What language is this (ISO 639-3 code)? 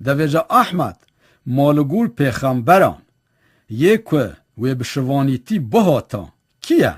kur